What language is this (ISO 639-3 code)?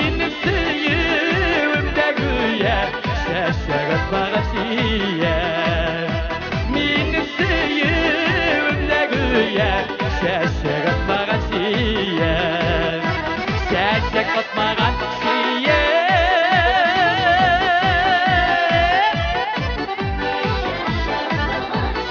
tat